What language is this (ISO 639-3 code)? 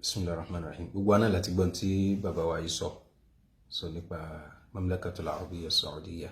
yor